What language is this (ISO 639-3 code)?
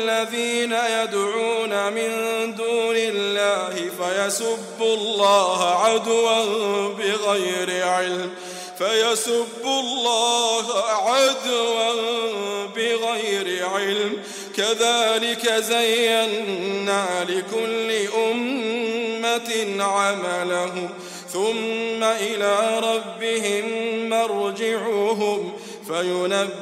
ara